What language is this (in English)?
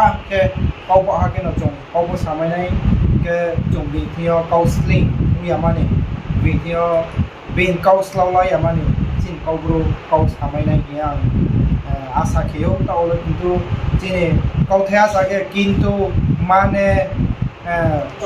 Riang (India)